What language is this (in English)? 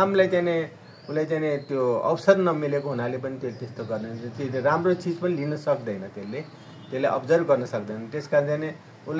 Nepali